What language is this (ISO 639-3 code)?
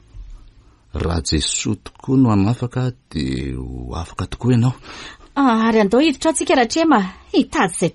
mlg